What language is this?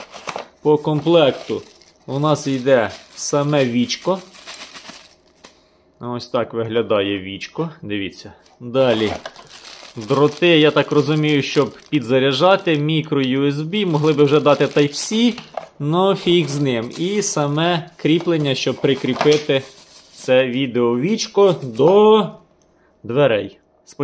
Ukrainian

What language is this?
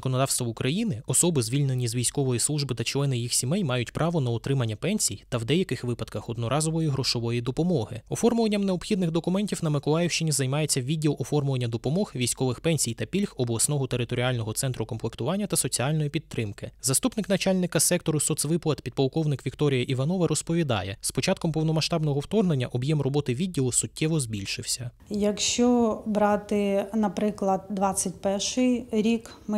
Ukrainian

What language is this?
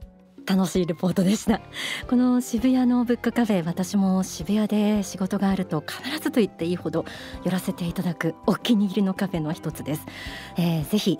Japanese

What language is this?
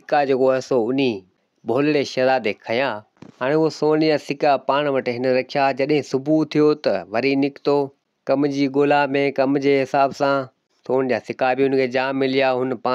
Sindhi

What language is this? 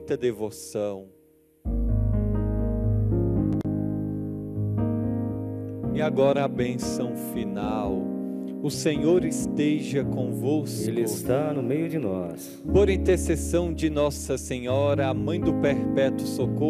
Portuguese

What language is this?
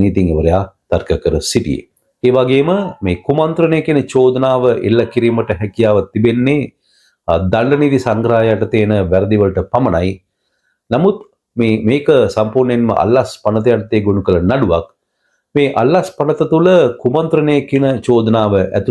Sinhala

